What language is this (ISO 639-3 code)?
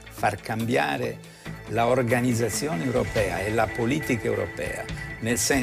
ita